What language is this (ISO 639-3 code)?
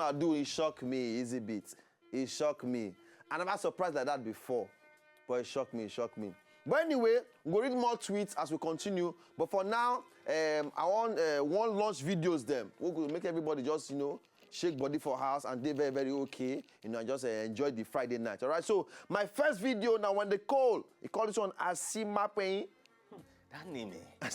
pcm